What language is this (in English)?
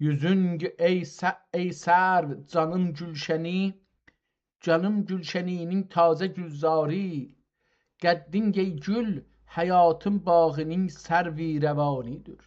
South Azerbaijani